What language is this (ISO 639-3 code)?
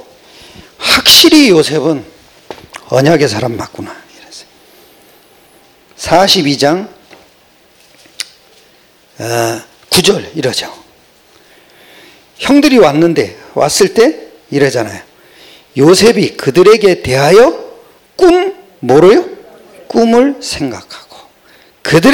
kor